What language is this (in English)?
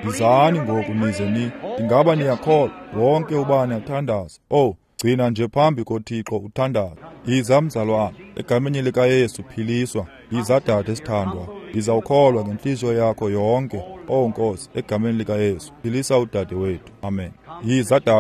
Xhosa